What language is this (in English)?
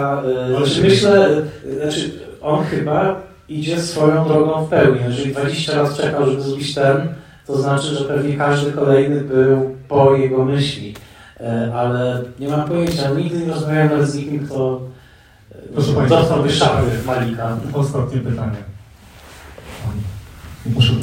Polish